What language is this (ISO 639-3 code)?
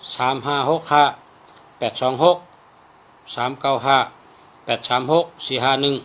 shn